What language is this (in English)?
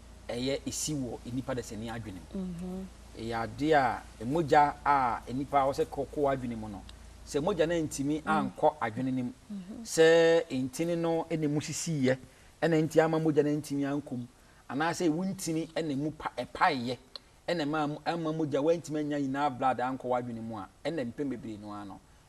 Akan